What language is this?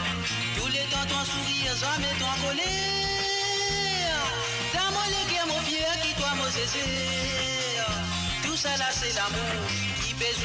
Morisyen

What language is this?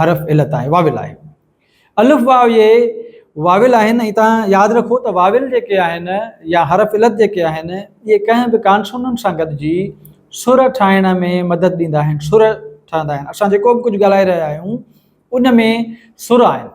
Sindhi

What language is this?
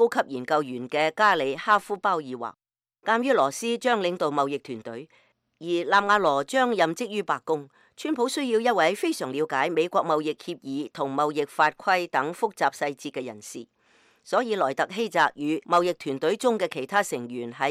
Cantonese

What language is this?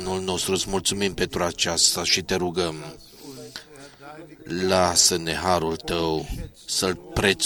Romanian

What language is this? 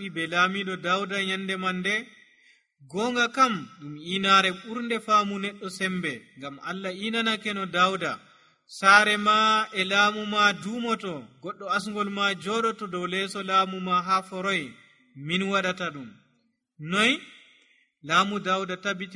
Nigerian Fulfulde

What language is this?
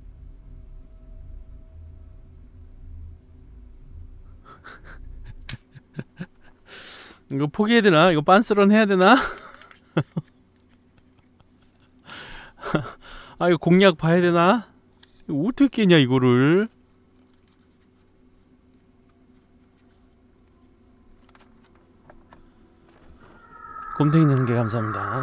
Korean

